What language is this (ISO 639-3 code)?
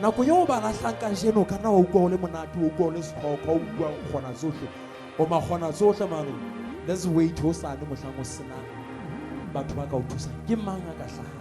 sot